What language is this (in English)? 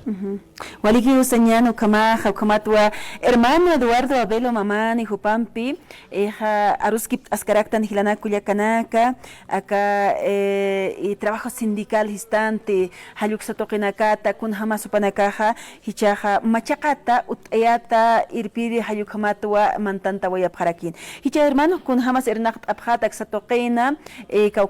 Aymara